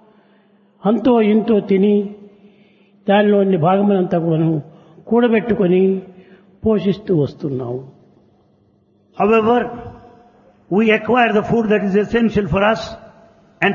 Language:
Telugu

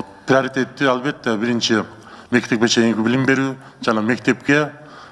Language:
Kyrgyz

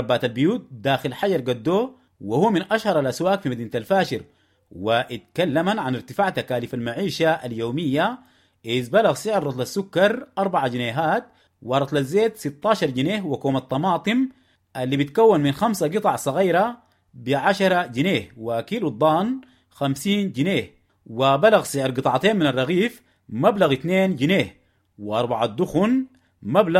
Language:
Sudanese Arabic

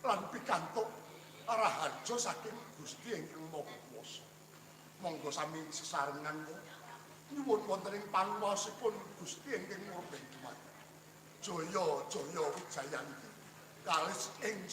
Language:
Javanese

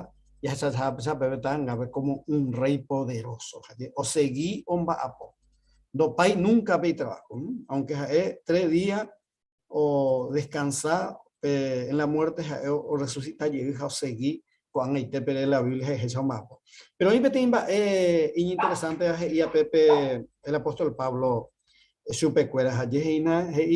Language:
Guarani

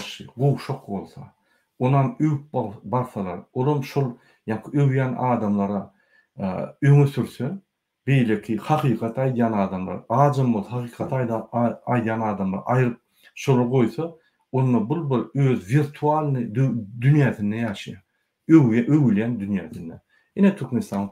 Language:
Turkmen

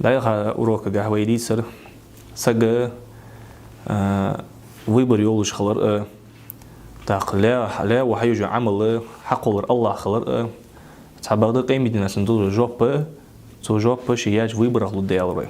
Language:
Ingush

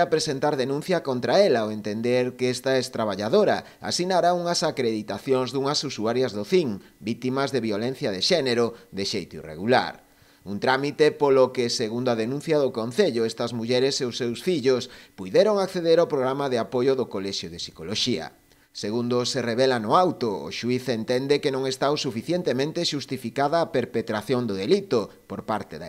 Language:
Galician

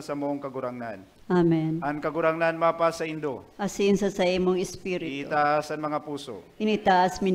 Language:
Bikol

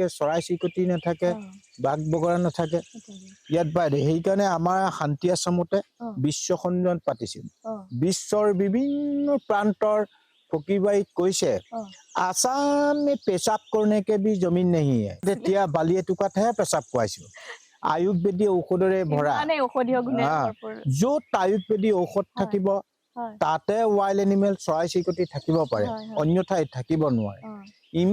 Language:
Assamese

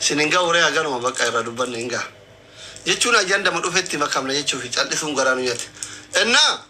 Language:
Oromo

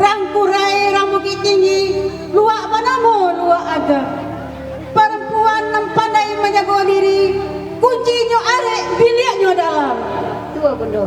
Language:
Minangkabau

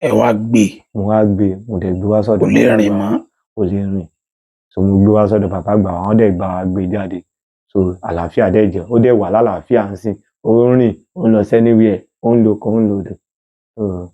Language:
Yoruba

